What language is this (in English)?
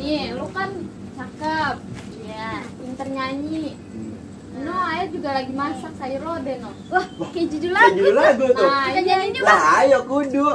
Betawi